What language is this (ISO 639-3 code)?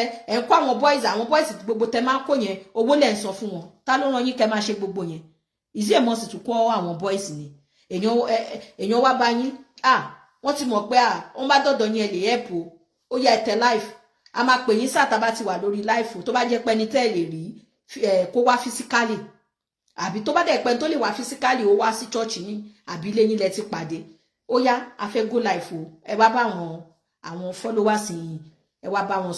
yor